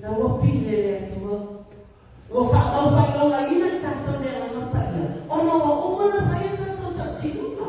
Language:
Samoan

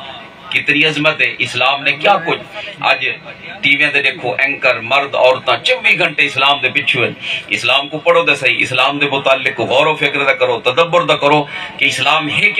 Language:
Saraiki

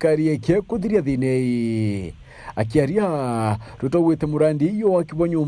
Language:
Meru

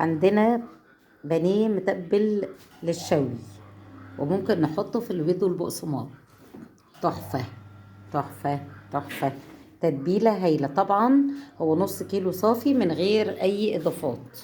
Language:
Egyptian Arabic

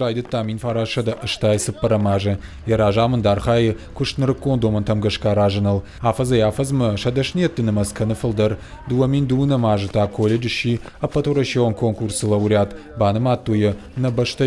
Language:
Ossetic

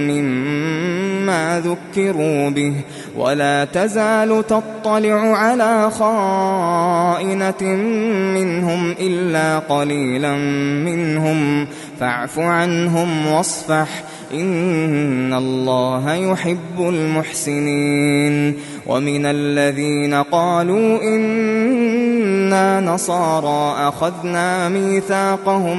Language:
Arabic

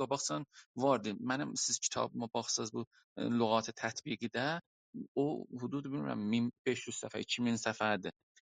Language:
South Azerbaijani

